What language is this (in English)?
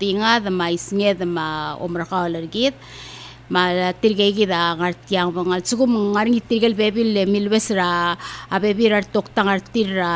Palauan